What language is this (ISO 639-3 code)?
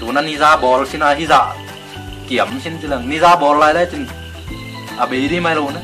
ctd